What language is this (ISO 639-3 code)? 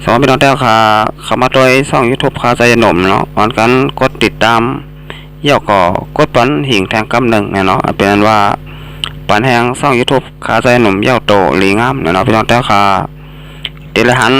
shn